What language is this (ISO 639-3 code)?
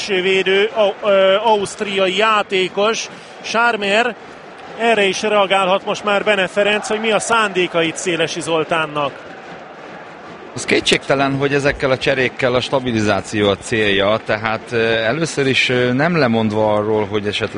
hun